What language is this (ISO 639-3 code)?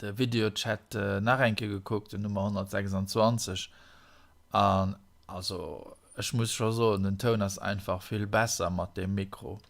ltz